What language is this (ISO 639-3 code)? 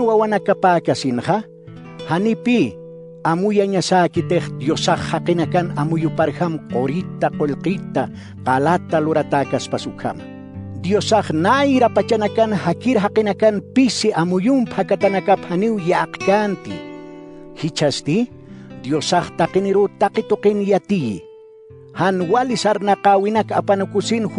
aym